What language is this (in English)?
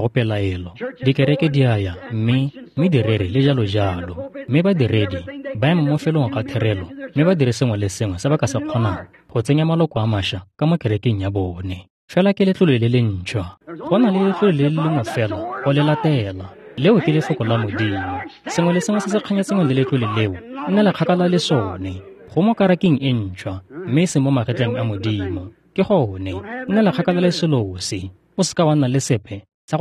Tswana